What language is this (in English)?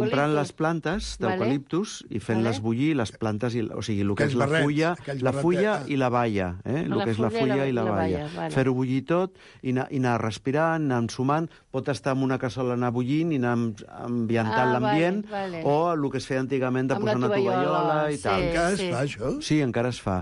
Catalan